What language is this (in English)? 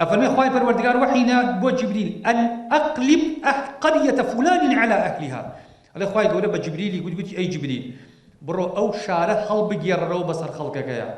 Central Kurdish